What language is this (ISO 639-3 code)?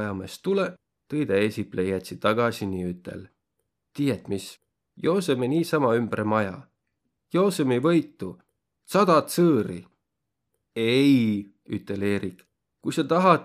vro